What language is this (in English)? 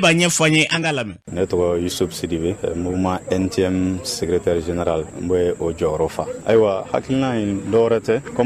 Bambara